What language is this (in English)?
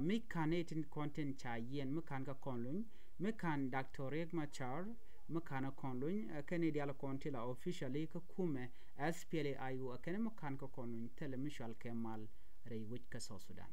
Nuer